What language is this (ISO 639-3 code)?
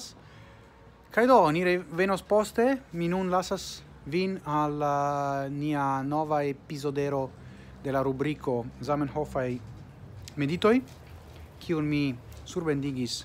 epo